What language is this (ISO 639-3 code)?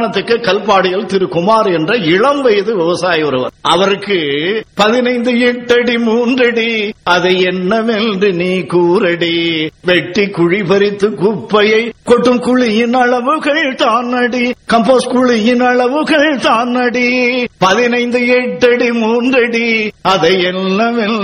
tam